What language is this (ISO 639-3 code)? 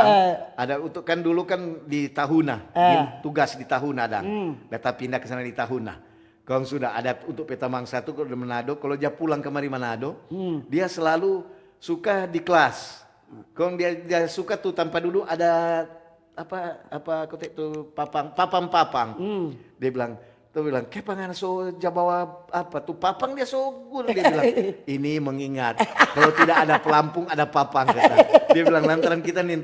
xmm